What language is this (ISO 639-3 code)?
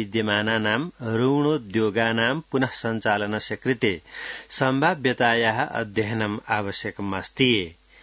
san